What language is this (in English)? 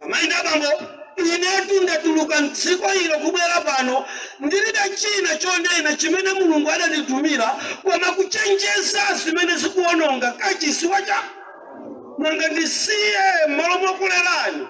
Nyanja